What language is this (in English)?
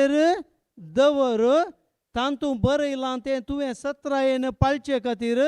Konkani